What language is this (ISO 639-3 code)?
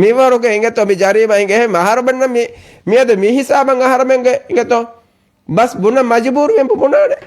div